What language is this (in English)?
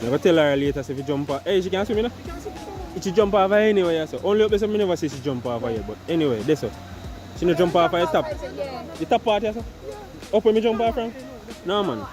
Jamaican Creole English